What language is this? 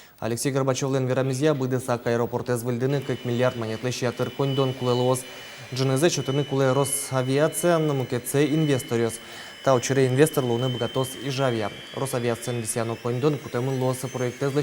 Udmurt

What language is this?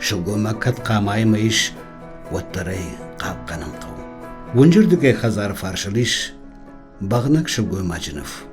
Ossetic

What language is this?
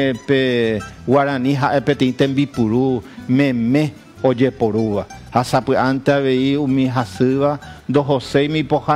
Guarani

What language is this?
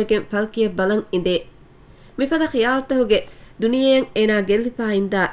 Divehi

